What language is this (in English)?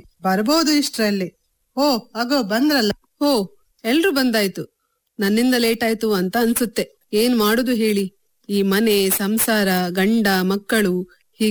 Kannada